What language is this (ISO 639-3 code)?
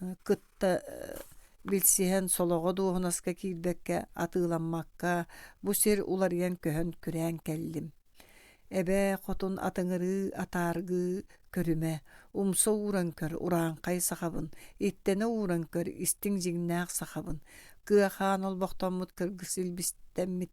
sah